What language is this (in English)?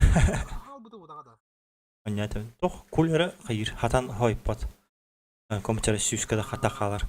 Yakut